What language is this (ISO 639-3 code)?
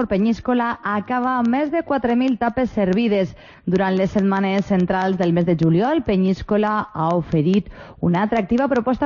cat